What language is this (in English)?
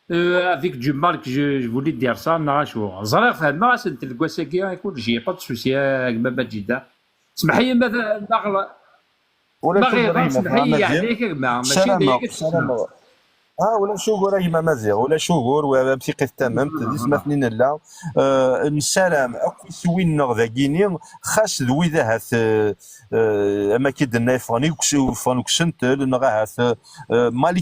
Kabyle